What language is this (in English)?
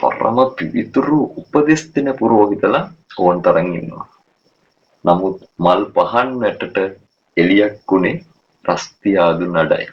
Sinhala